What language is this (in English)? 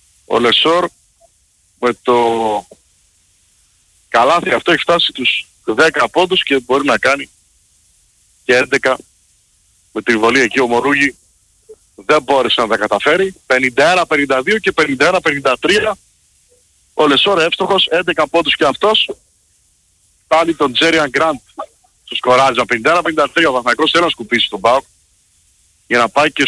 Greek